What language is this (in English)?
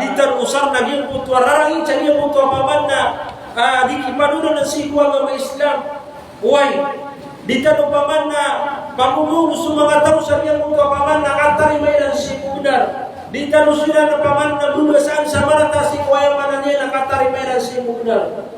Maranao